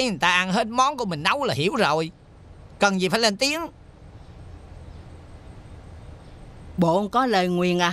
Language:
Vietnamese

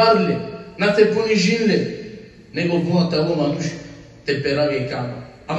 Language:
Balkan Romani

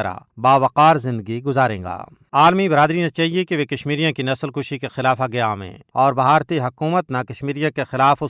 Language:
Gujari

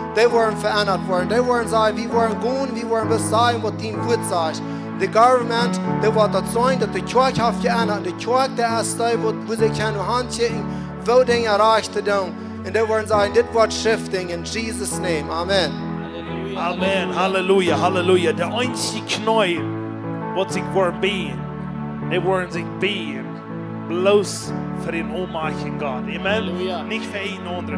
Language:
Plautdietsch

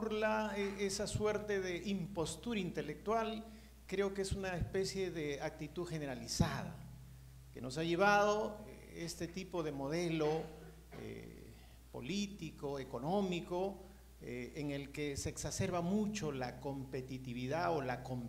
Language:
Spanish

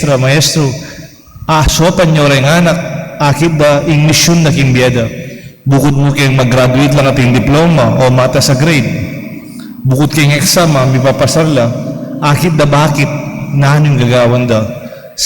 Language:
Pampanga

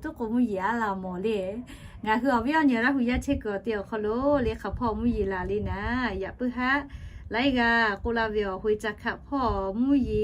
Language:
Lahu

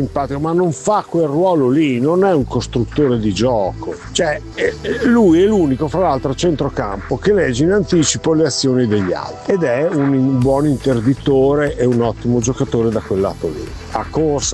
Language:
Italian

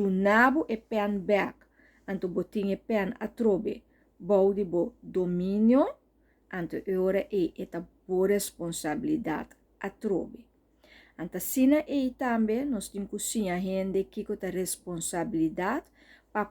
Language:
Papiamento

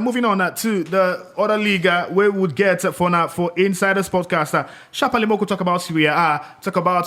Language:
Nigerian Pidgin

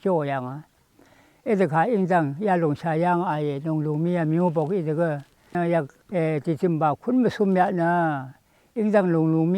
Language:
Rawang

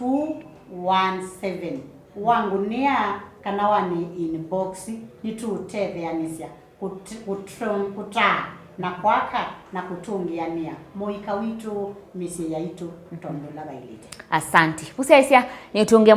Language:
Kamba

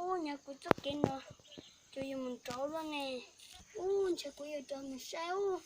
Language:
Hmong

